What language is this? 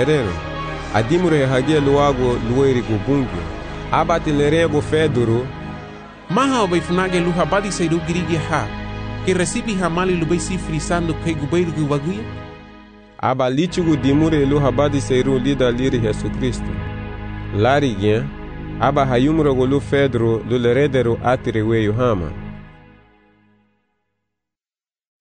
Garifuna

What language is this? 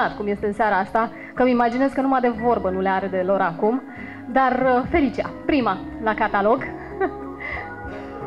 Romanian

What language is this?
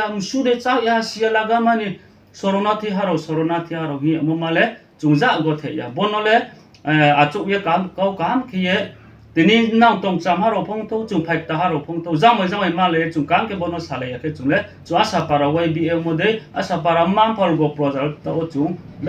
Riang (India)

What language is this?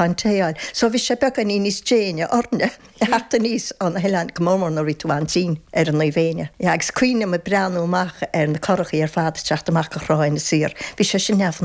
Irish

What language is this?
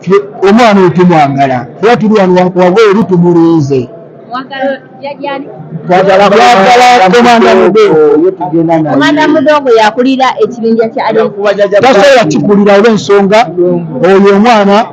Ganda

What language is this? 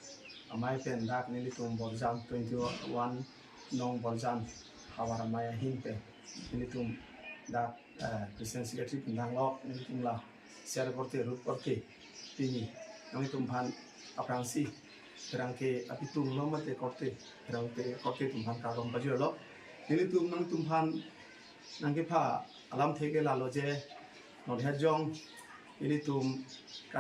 Karbi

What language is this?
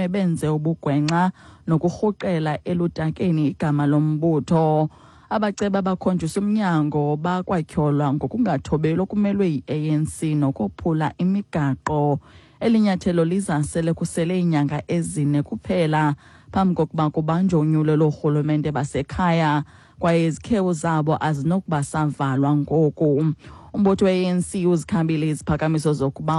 Xhosa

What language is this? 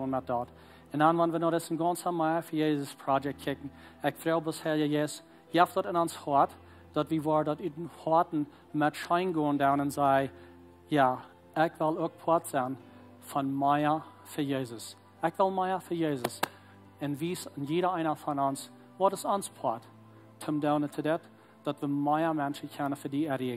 Plautdietsch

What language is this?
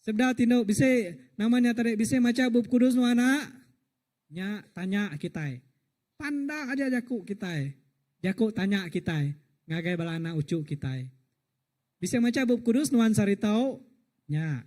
Iban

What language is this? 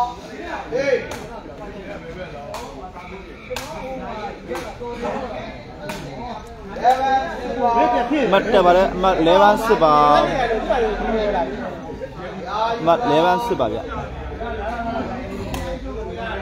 Burmese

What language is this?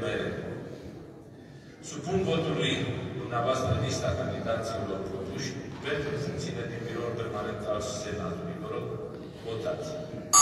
Romanian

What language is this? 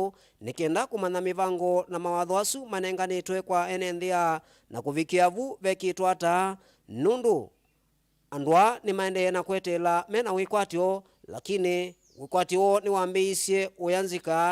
Kamba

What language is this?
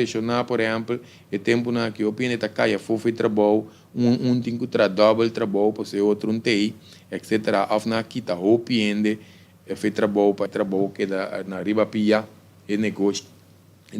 Papiamento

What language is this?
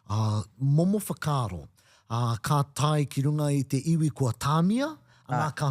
Māori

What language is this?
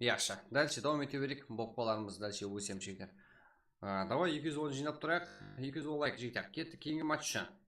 Kara-Kalpak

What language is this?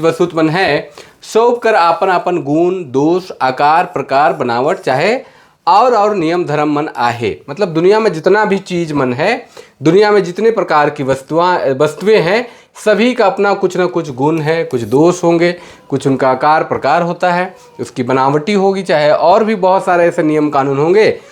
Sadri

